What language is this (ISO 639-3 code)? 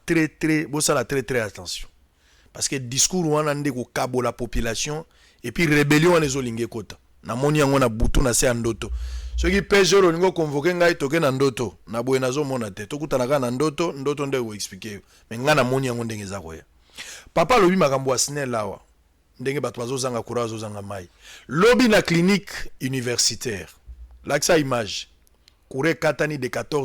lin